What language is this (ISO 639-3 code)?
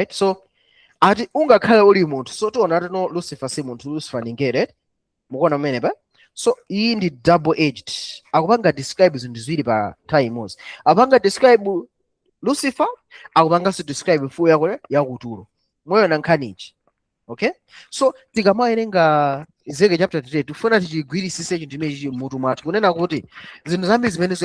nya